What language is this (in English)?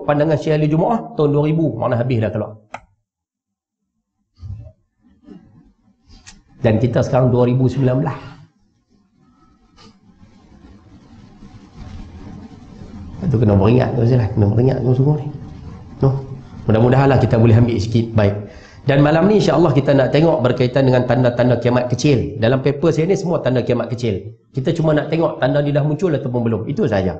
Malay